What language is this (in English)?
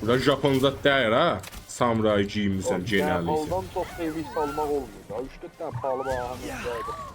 South Azerbaijani